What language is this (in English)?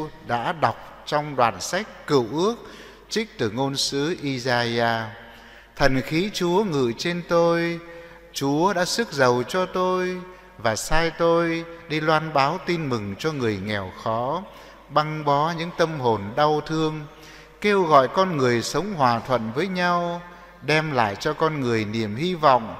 Vietnamese